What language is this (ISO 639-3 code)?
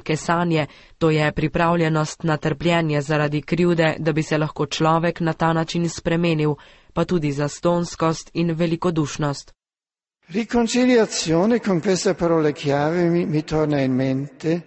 slv